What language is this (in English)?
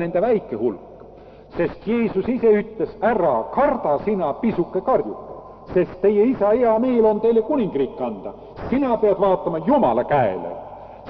Estonian